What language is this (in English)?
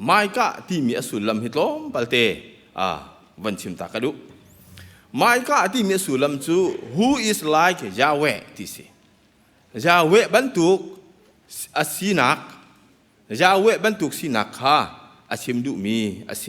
Hakha Chin